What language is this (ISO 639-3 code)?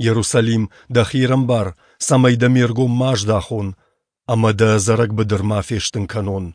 oss